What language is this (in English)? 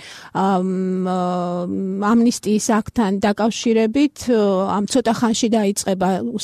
Georgian